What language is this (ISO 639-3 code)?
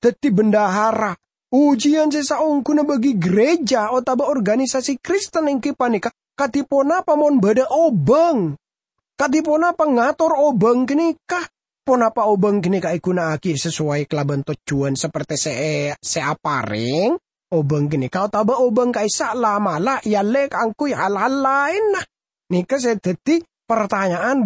mad